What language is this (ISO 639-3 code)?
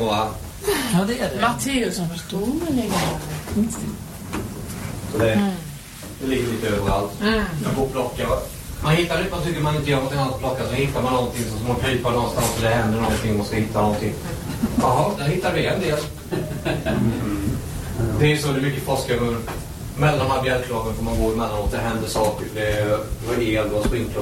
swe